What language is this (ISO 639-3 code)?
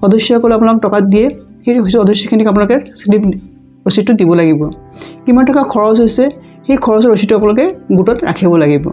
asm